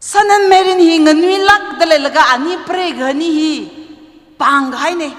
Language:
Tangkhul Naga (India)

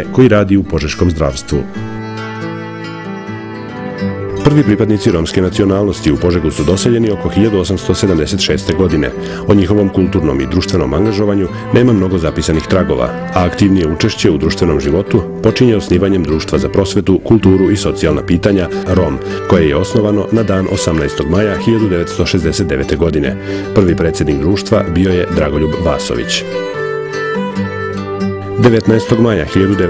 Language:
Serbian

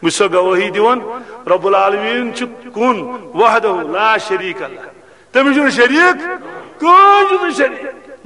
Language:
Kashmiri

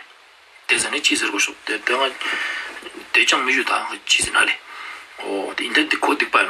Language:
Ladakhi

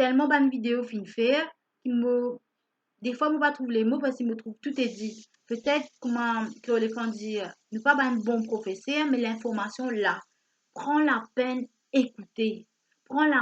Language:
Morisyen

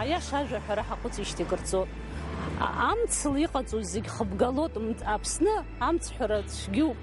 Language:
Abkhazian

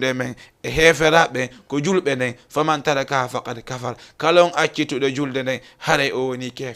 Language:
Fula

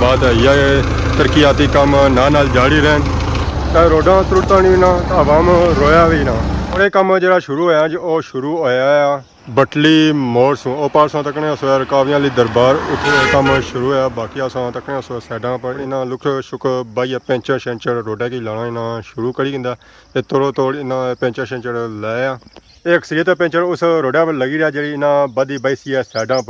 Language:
Pahari-Potwari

